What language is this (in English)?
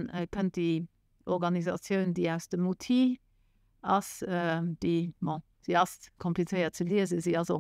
Luxembourgish